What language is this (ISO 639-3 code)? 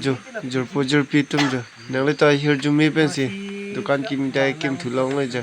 mjw